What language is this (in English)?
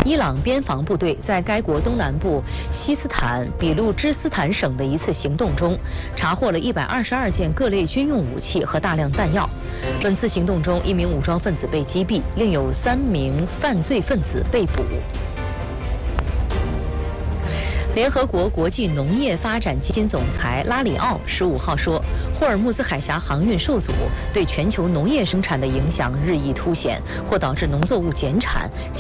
Chinese